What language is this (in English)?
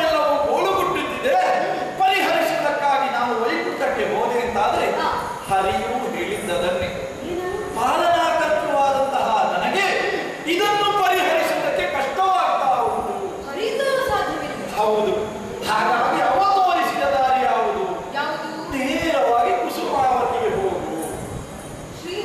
Kannada